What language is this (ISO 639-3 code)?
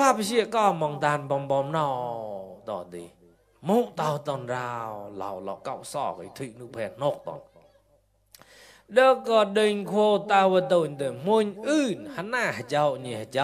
mnw